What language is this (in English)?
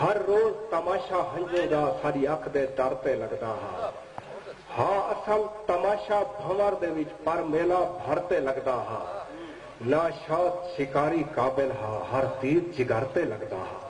Saraiki